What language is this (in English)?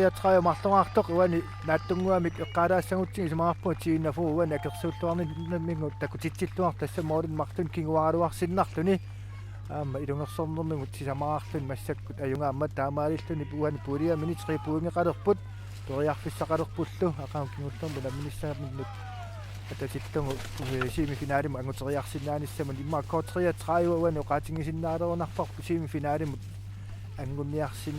Kalaallisut